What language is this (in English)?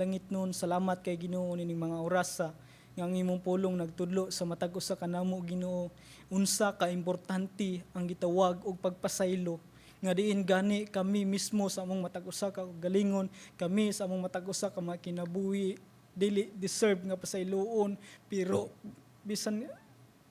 Cebuano